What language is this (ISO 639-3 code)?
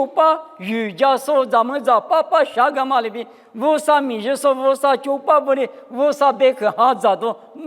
lis